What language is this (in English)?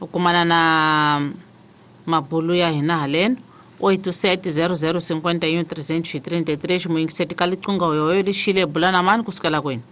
Tsonga